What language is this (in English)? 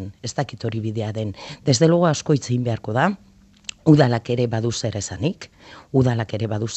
Basque